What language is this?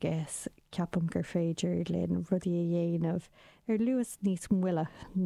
Irish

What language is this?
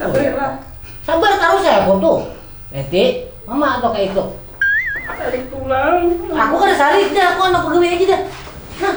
Banjar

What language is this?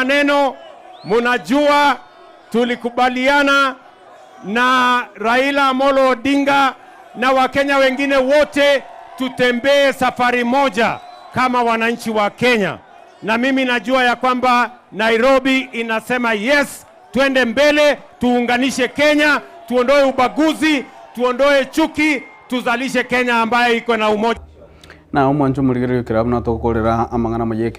Gusii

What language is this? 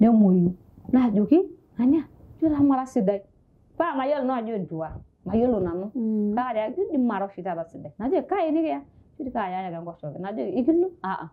Masai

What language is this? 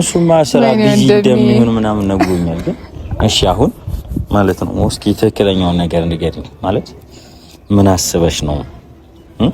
Amharic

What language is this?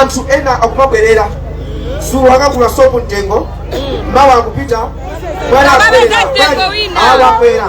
Nyanja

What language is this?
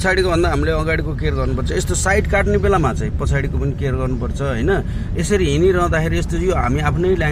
Nepali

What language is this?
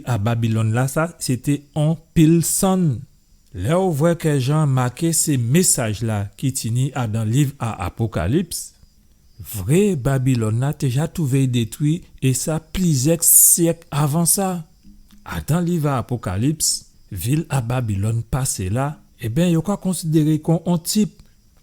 Guadeloupean Creole French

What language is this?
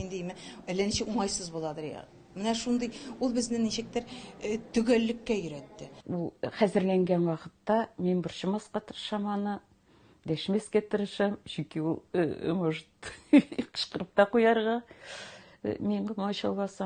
Tatar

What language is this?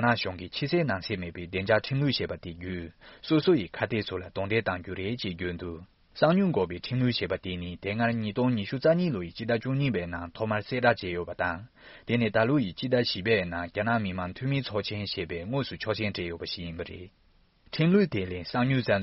Tibetan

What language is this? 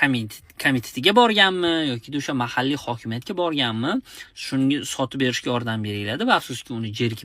Uzbek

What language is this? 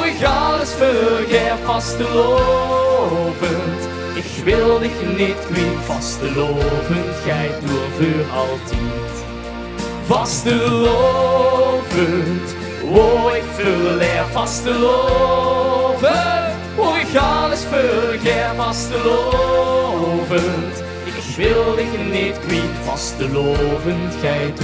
Limburgish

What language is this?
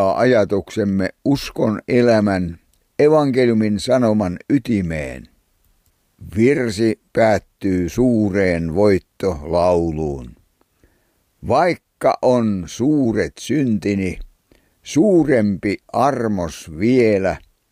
Finnish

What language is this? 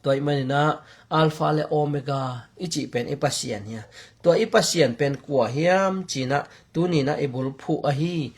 Tedim Chin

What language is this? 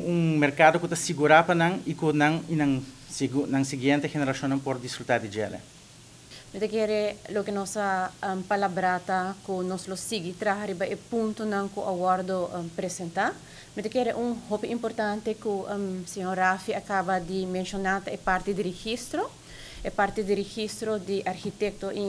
Papiamento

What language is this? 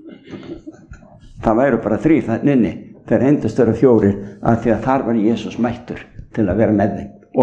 Icelandic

